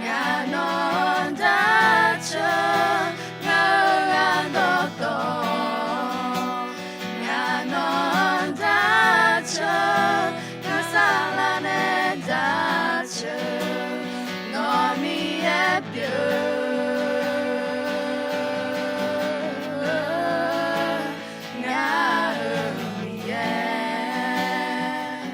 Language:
Akha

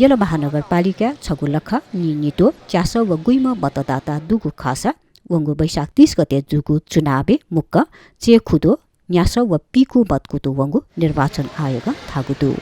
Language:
Newari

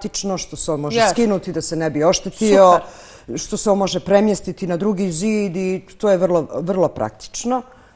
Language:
Bosnian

